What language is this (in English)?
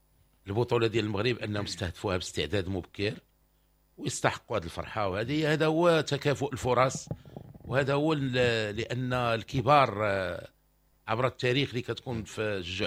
Moroccan Arabic